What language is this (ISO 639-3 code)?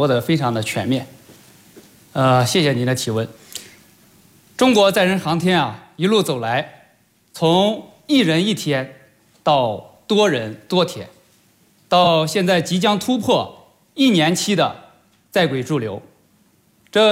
zho